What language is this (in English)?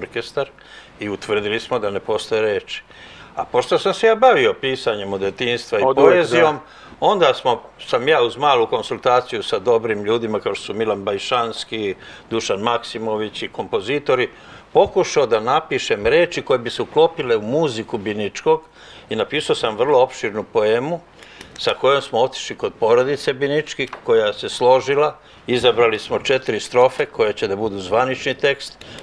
Serbian